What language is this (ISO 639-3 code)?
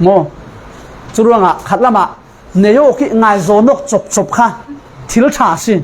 cfm